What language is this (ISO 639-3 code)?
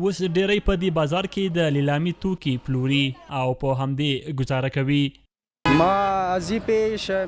pus